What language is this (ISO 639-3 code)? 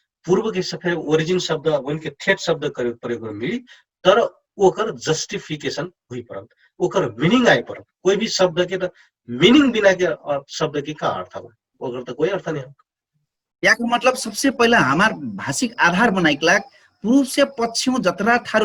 thl